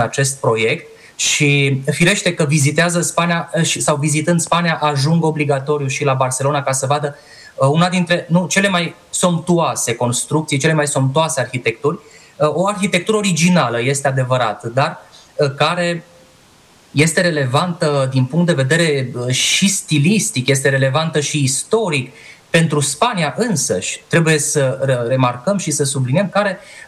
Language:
Romanian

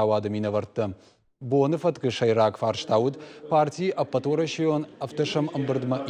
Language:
Ossetic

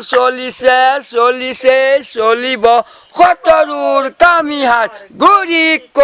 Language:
Assamese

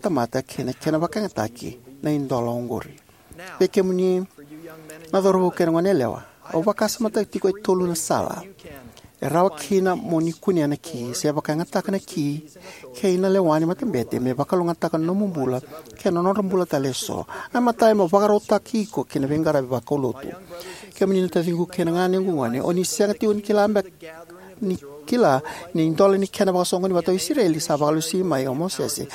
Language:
Fijian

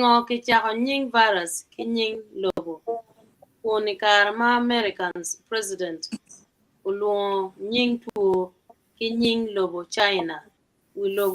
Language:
Acoli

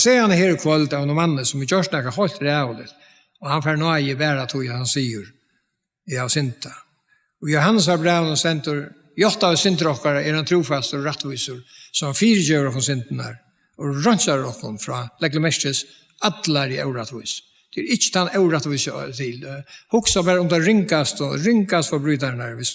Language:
Faroese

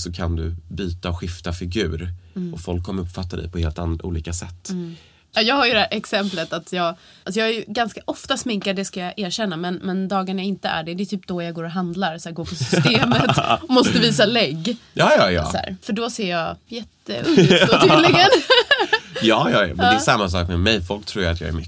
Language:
Swedish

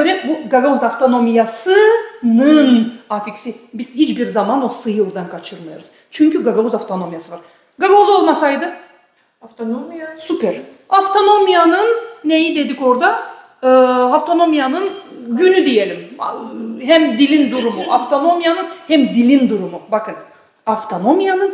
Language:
Gagauz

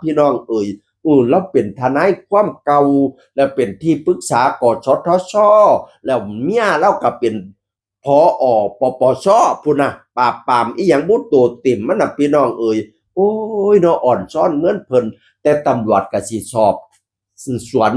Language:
Northeastern Thai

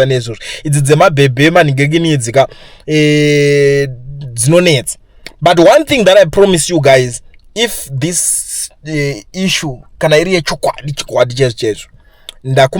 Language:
Shona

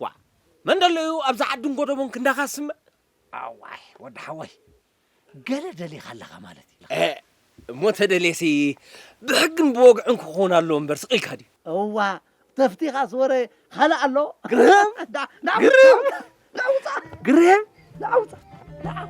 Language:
Tigrinya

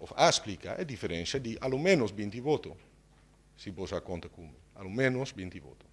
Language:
Papiamento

